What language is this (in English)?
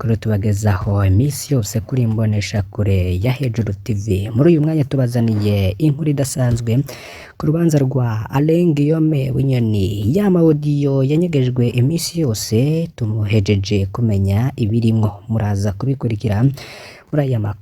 Rundi